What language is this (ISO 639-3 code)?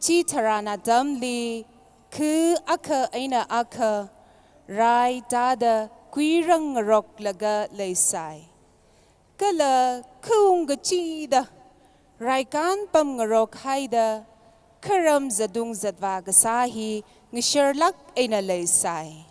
nmf